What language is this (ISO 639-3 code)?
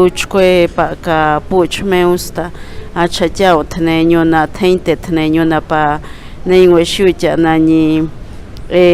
pbb